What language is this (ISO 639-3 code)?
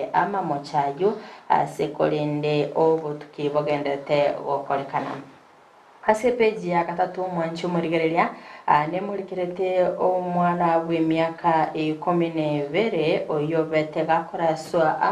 guz